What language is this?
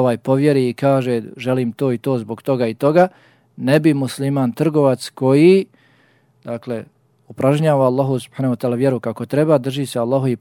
Bosnian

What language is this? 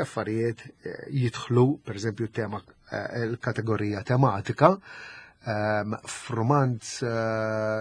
Maltese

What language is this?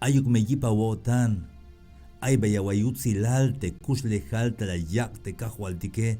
Tzeltal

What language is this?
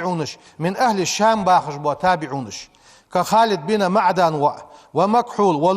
Ingush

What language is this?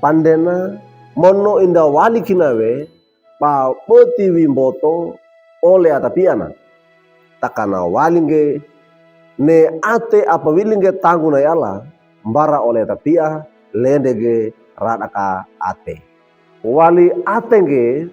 Wejewa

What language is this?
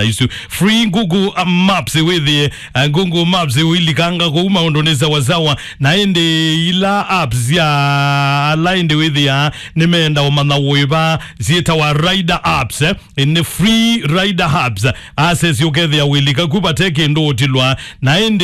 Kamba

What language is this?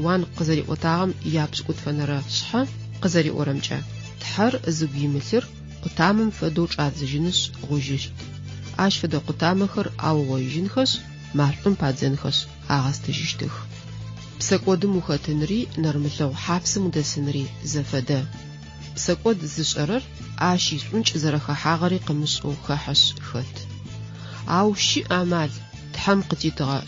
Adyghe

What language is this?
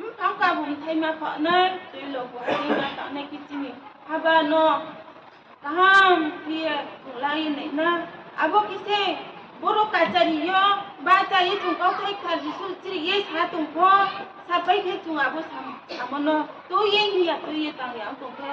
Riang (India)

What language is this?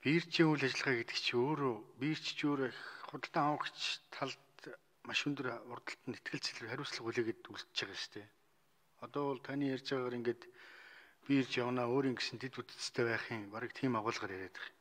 Mongolian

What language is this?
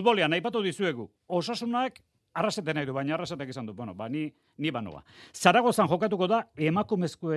Basque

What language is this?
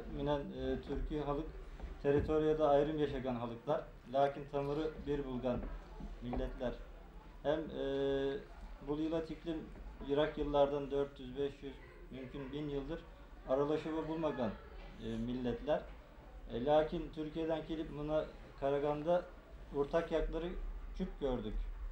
Bashkir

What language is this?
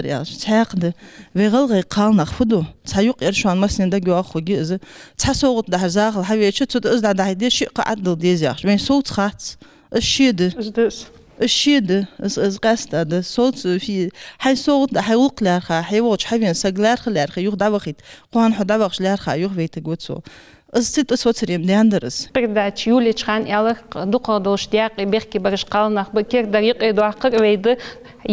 Ingush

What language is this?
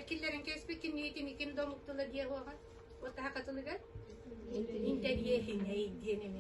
Yakut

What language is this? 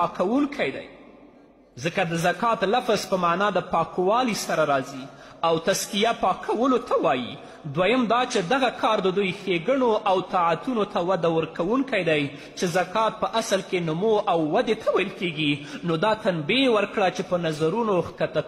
Pashto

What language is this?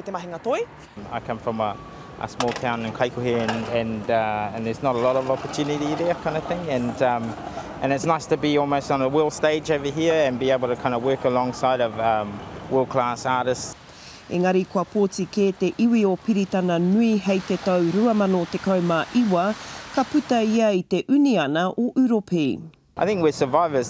Māori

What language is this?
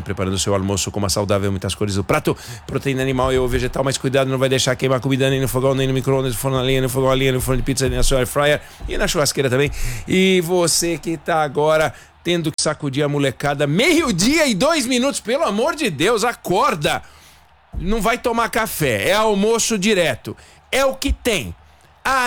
Portuguese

